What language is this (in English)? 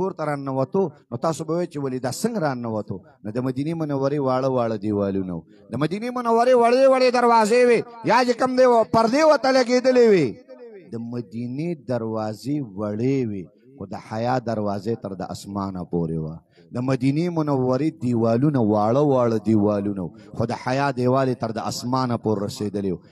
Pashto